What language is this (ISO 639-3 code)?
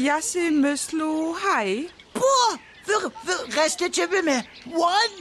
hsb